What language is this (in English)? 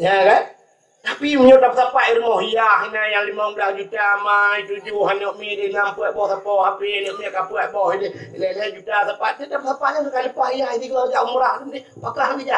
Achinese